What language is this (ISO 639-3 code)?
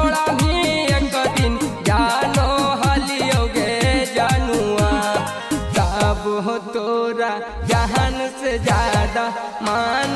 mag